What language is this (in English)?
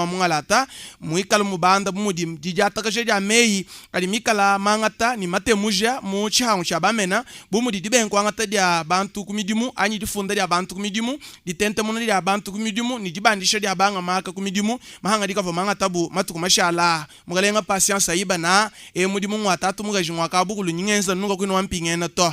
Luba-Lulua